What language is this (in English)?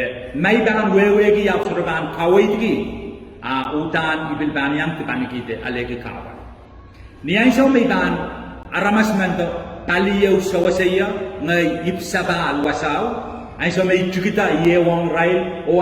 Pohnpeian